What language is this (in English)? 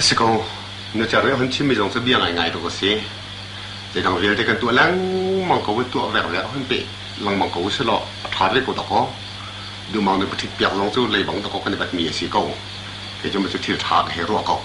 Hakha Chin